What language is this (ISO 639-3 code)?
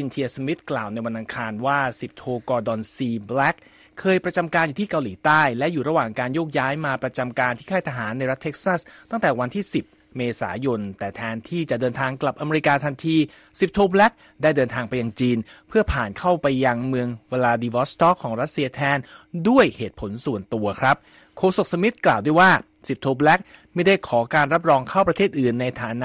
tha